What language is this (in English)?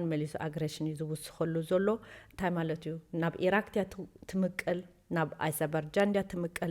Tigrinya